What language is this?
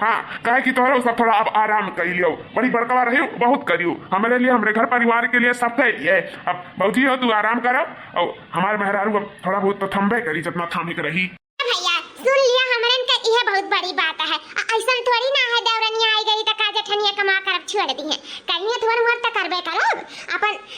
Awadhi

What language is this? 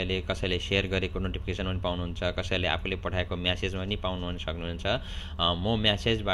Nepali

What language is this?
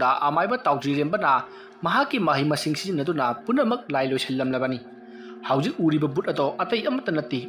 Manipuri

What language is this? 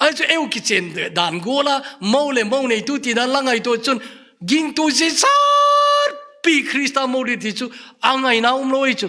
Thado Chin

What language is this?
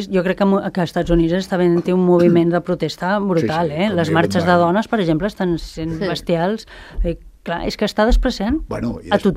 Catalan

